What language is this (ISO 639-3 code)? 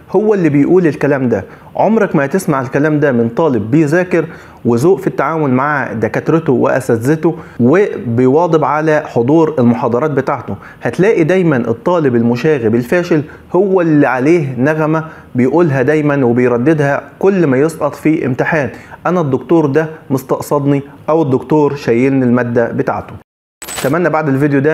arz